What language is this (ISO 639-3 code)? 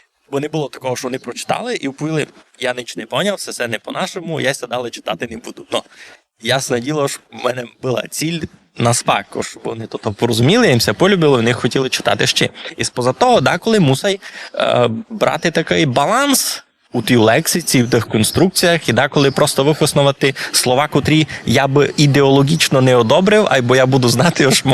rue